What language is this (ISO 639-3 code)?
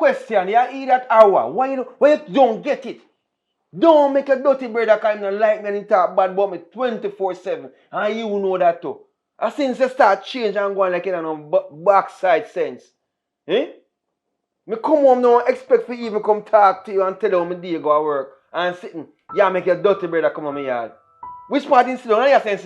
jam